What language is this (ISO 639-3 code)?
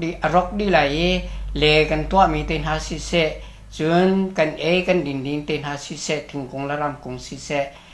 cnh